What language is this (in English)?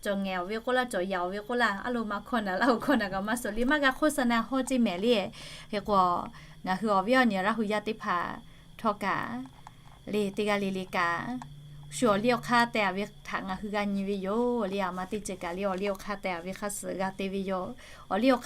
Lahu